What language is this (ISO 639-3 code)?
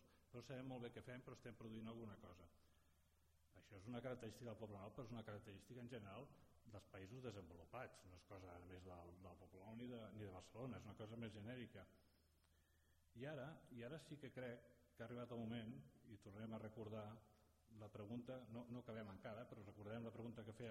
cat